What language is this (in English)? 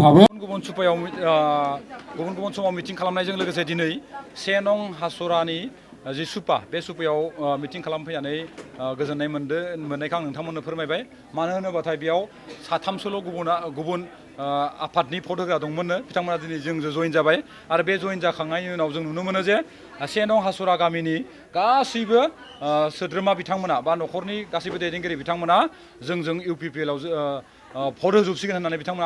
Bodo